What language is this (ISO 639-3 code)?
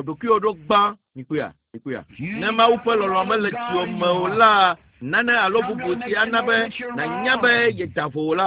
ewe